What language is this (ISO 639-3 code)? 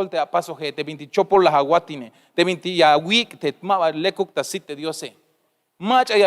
tzh